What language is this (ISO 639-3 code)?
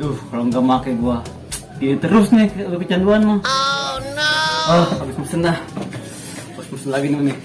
bew